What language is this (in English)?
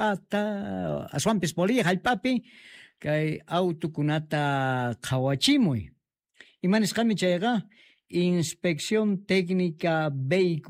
Quechua